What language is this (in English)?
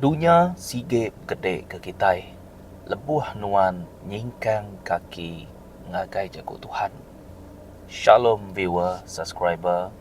Iban